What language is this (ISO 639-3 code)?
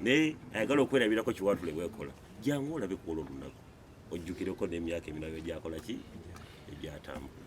lug